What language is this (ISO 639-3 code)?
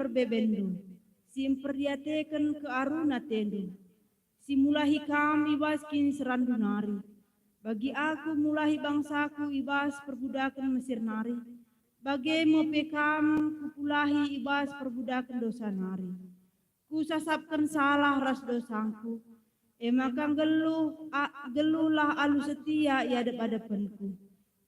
btx